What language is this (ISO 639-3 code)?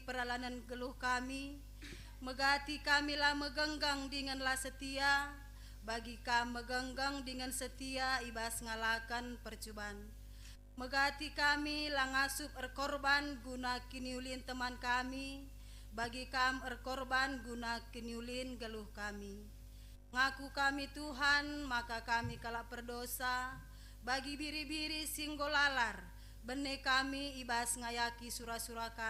btx